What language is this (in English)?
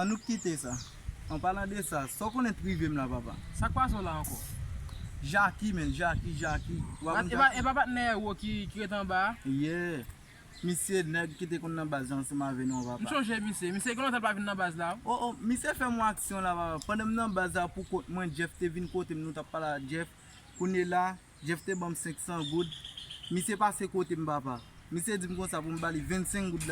Haitian Creole